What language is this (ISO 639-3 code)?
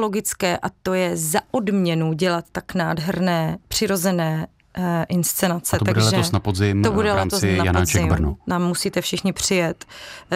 ces